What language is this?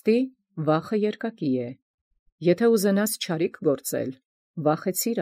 Armenian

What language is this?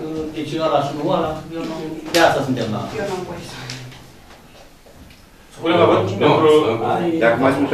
Romanian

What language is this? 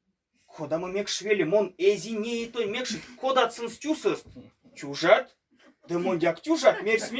Erzya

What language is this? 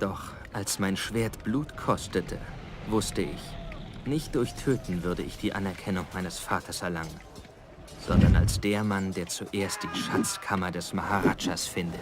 Bavarian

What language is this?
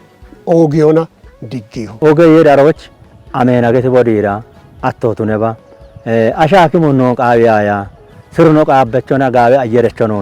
Kafa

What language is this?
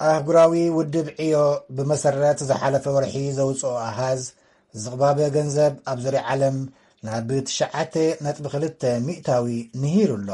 Tigrinya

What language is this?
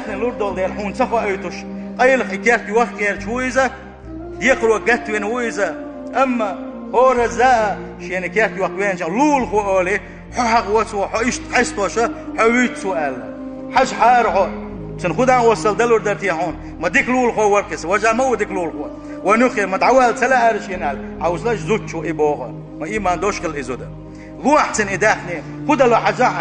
Chechen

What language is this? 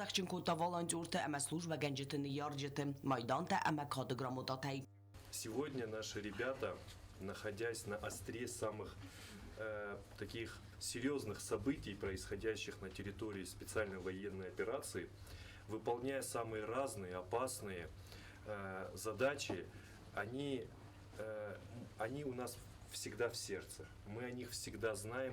Ossetic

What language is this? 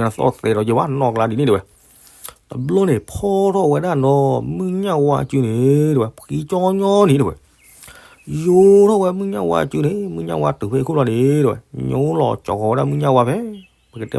S'gaw Karen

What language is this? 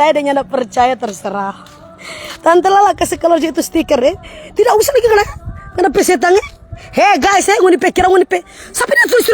Manado Malay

